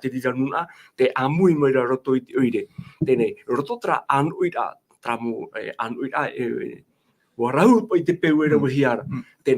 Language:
Tahitian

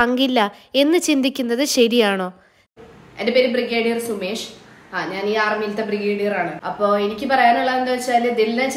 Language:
Malayalam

